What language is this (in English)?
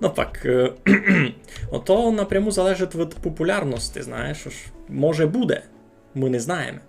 Rusyn